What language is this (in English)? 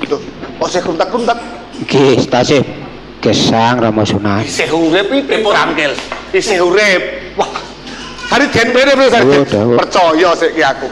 Javanese